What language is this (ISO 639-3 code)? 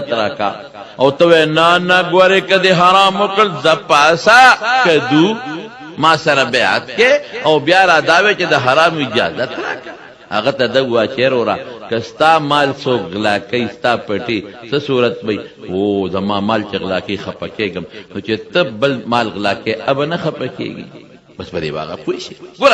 pus